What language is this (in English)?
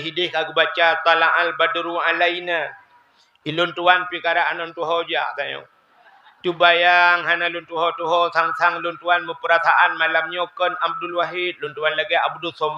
Achinese